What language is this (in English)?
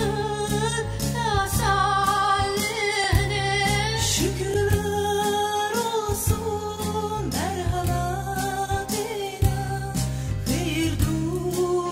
South Azerbaijani